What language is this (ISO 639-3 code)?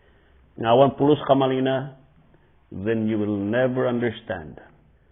ilo